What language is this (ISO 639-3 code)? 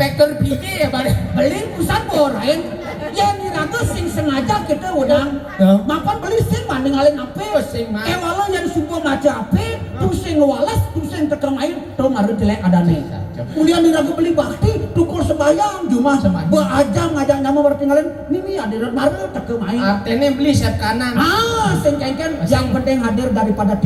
ban